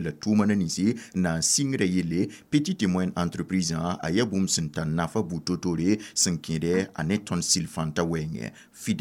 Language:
Mossi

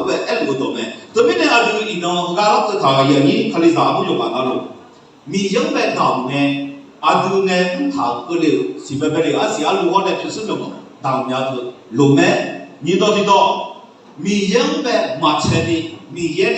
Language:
Akha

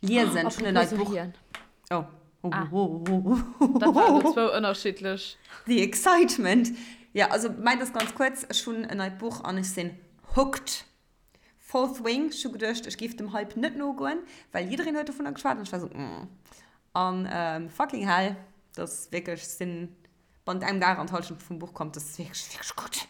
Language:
Luxembourgish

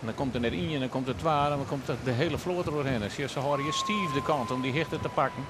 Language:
Western Frisian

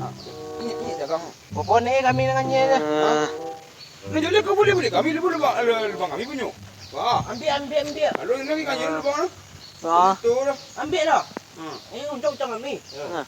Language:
Minangkabau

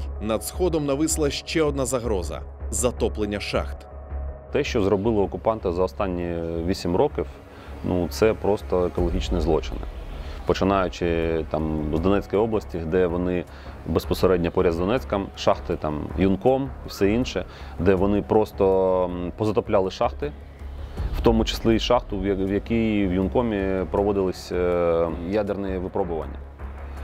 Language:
Ukrainian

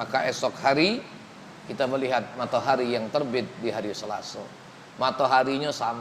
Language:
Musi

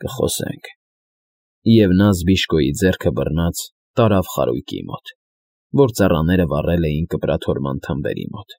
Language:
Armenian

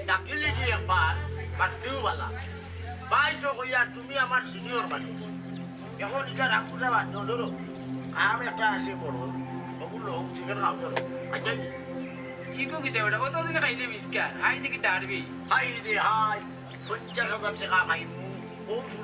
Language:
Sylheti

